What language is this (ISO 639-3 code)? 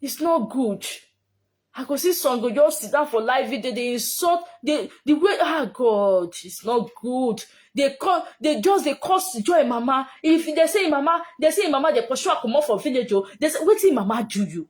pcm